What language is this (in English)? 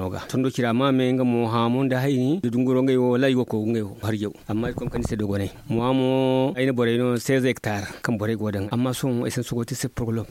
Zarma